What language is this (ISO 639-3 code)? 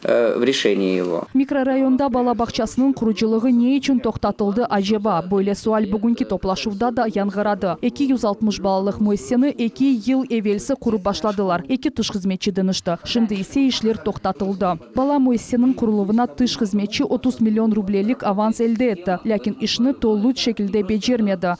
crh